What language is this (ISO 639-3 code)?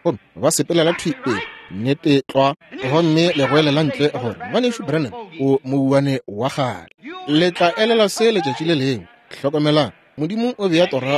nso